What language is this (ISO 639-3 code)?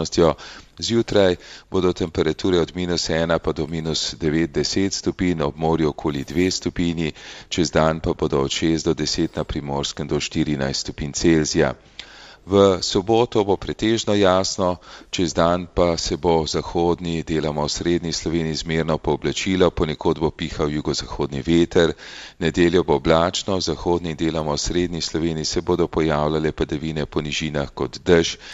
slv